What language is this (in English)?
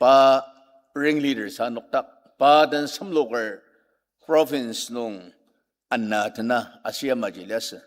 Ao Naga